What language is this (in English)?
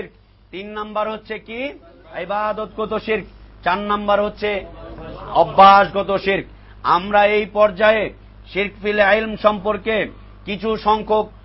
Bangla